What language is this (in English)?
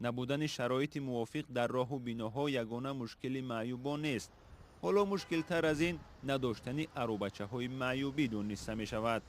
Tajik